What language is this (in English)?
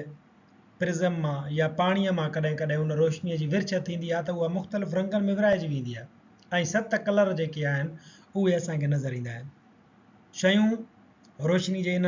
Sindhi